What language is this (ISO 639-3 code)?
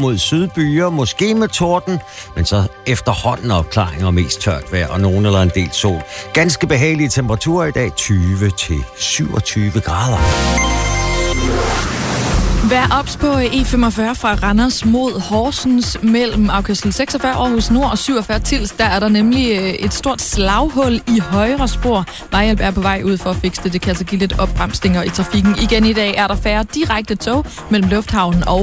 dan